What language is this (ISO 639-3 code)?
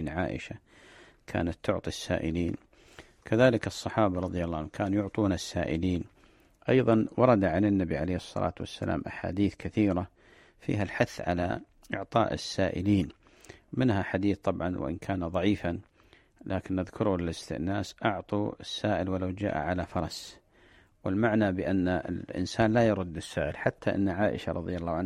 ara